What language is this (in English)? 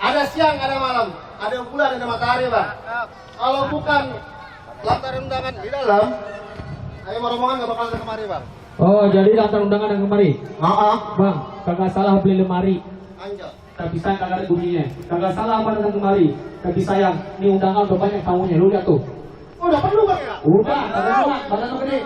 Betawi